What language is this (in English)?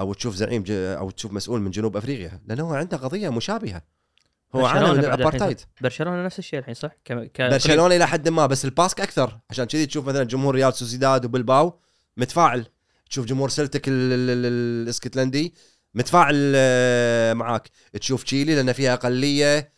Gulf Arabic